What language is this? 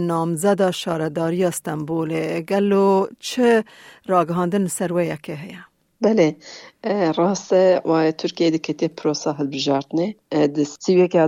Kurdish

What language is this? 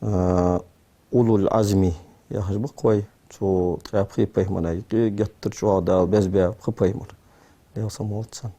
Ingush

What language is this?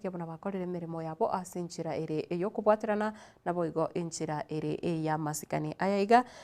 Gusii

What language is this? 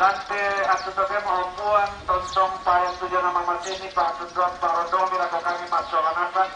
Toraja-Sa'dan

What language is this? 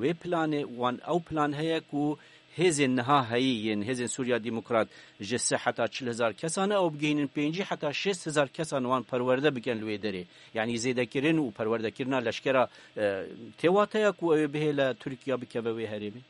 Kurdish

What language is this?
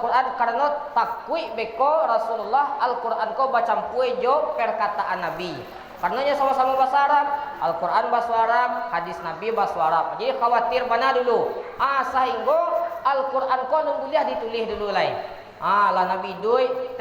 Minangkabau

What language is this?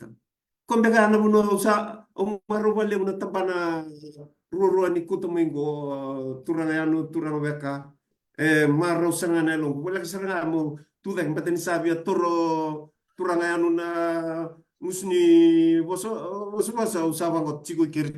Fijian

